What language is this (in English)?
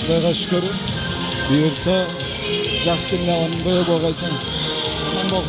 Kara-Kalpak